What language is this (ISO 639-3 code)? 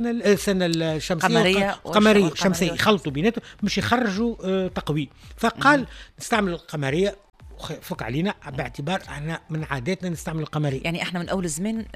aeb